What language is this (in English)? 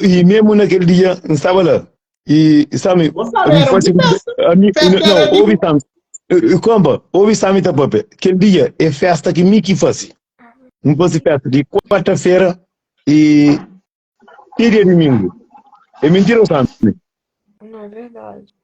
Kabuverdianu